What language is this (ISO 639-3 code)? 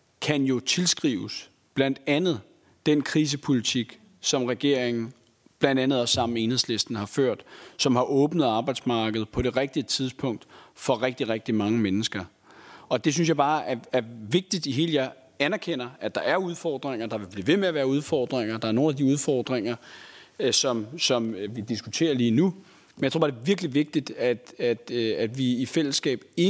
dan